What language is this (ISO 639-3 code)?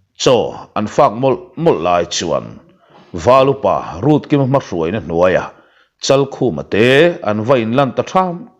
lus